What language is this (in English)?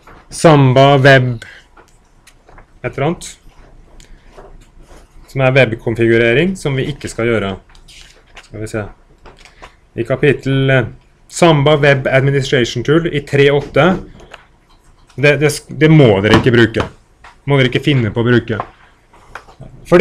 Norwegian